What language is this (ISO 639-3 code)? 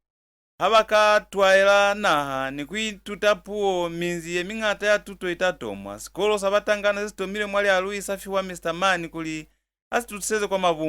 loz